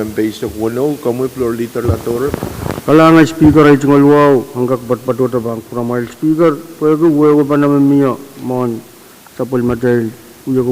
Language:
Pohnpeian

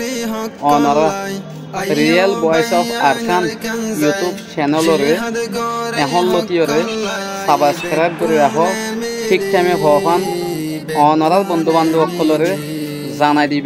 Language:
Rohingya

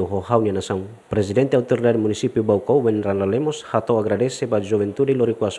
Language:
Tetum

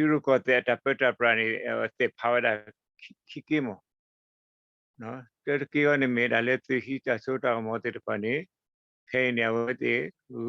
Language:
S'gaw Karen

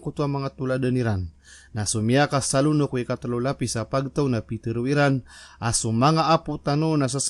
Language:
Maranao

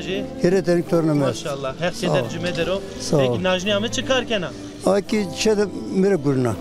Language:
Zaza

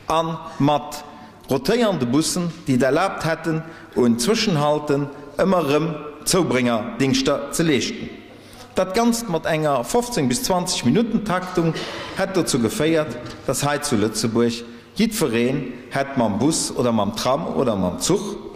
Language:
Luxembourgish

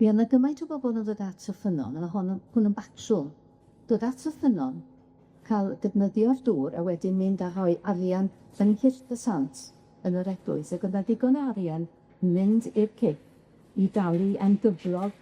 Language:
Welsh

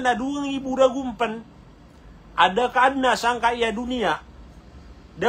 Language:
Maranao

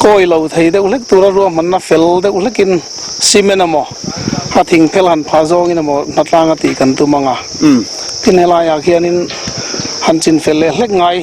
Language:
Mizo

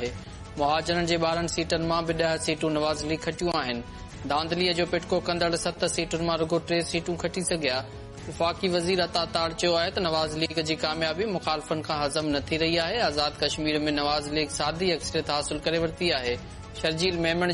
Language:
Sindhi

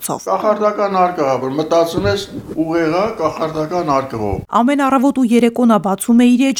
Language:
Armenian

